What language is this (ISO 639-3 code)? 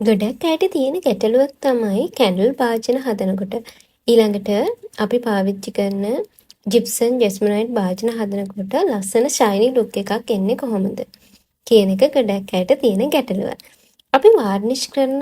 sin